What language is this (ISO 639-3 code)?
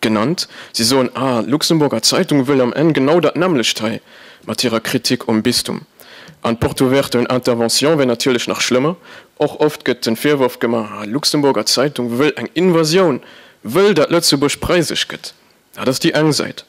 ltz